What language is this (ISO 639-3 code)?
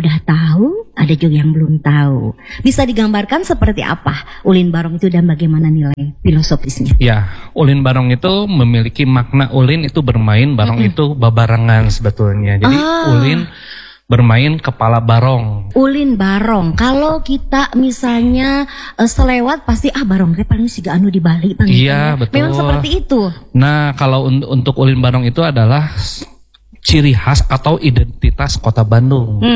ind